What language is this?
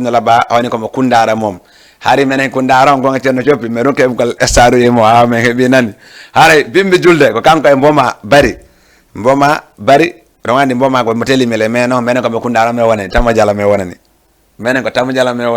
Fula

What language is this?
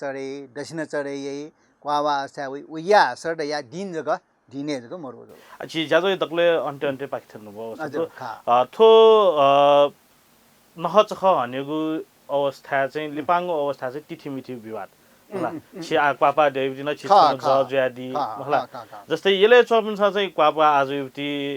Newari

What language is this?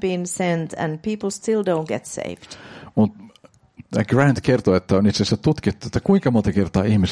Finnish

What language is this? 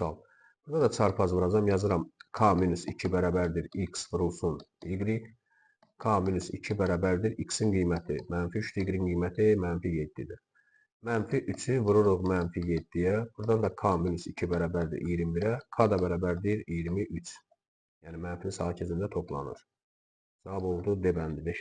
Azerbaijani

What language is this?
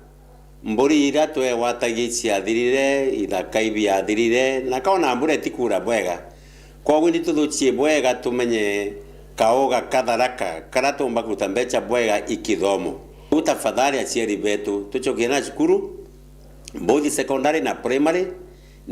Meru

